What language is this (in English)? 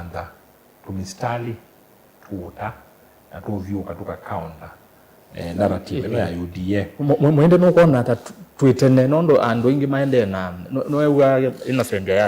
Kamba